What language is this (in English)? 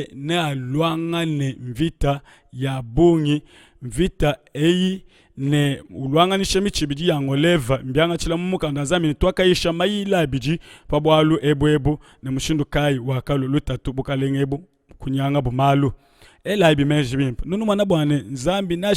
Luba-Lulua